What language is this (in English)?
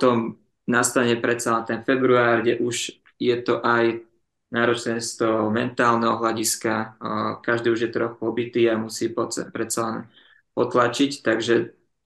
Slovak